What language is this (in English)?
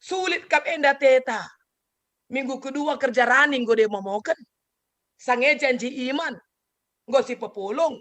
Batak Karo